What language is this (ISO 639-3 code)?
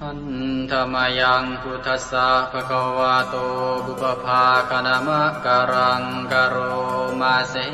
pli